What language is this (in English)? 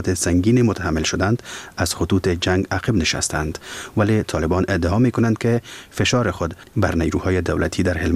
Persian